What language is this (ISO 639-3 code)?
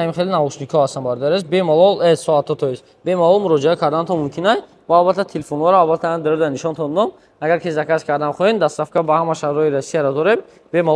tgk